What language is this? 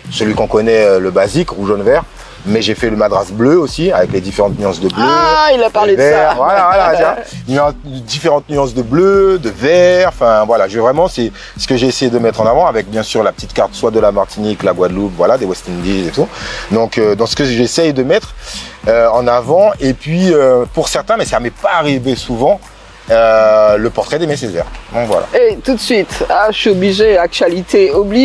French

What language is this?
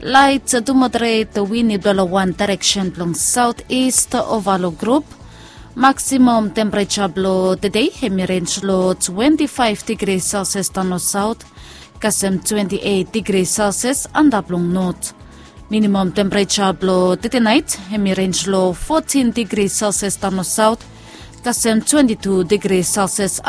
Bislama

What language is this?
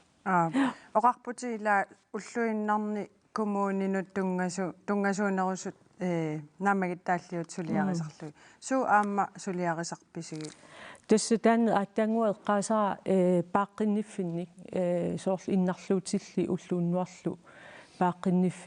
Kalaallisut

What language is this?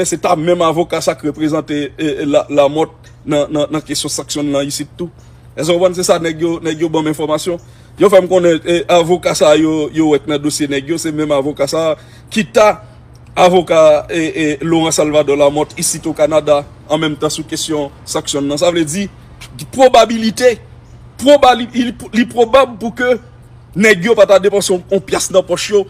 Haitian Creole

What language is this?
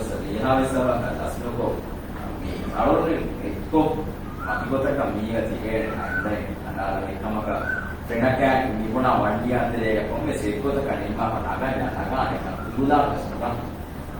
Divehi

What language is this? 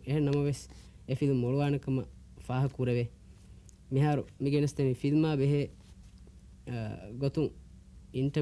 Divehi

